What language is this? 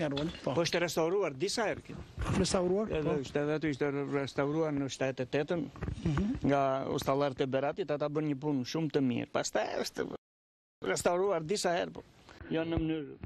Albanian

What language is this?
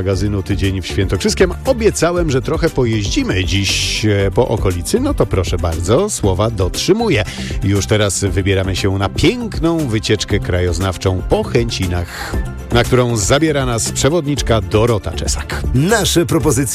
Polish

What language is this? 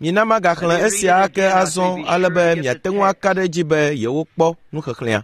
Ewe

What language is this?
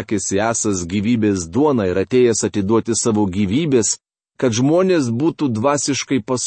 Lithuanian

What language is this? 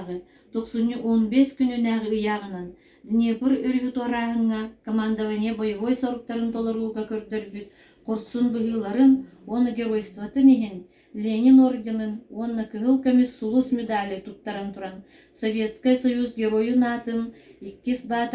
Yakut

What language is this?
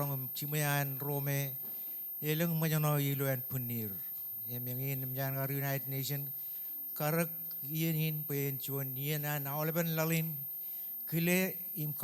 Marshallese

